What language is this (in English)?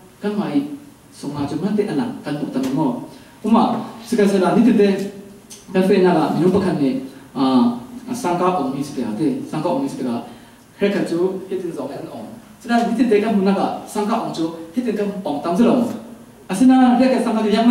Falam Chin